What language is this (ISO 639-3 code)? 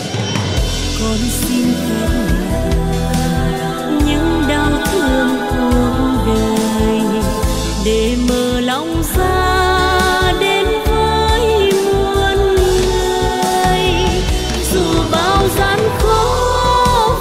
vie